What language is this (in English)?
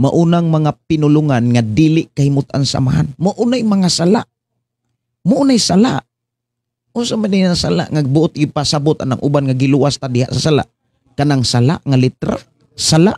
Cebuano